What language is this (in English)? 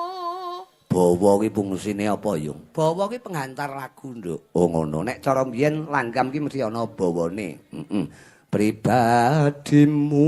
Javanese